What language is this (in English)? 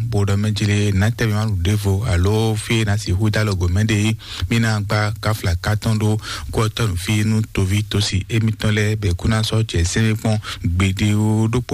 Fon